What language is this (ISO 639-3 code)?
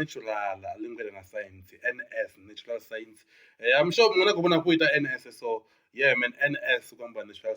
ven